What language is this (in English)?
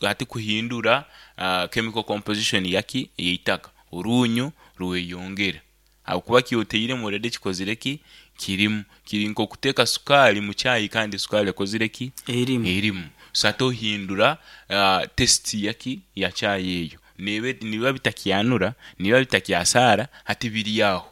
Nyankole